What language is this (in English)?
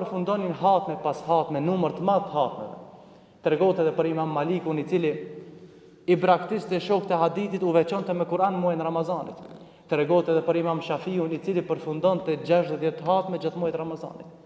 Albanian